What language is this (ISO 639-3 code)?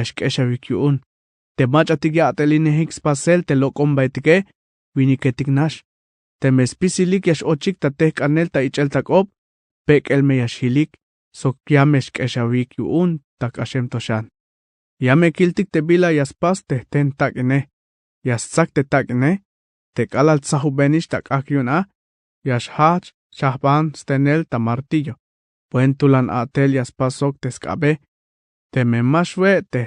tzh